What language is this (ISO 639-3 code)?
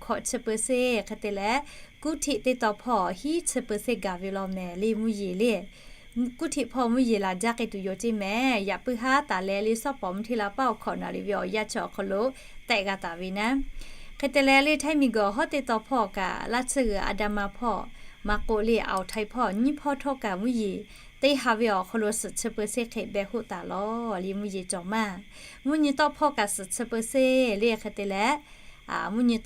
lhu